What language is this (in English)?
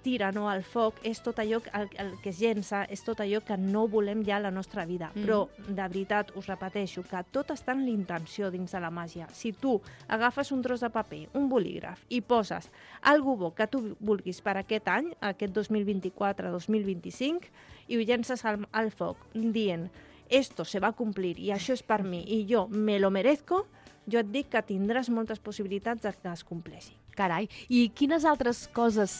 Catalan